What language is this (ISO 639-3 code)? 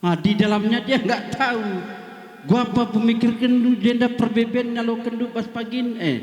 btx